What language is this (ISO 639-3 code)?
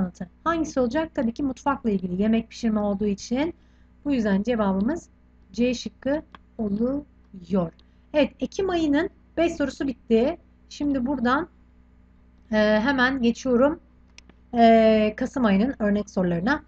tur